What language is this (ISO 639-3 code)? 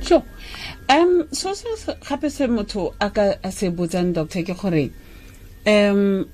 tsn